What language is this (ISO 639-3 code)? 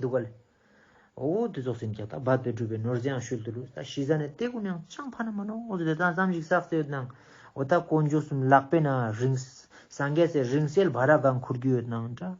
lbj